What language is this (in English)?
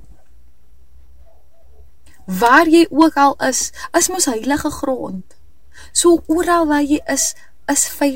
Afrikaans